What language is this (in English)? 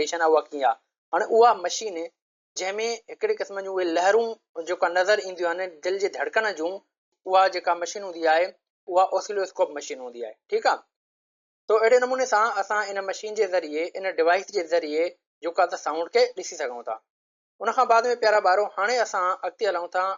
Sindhi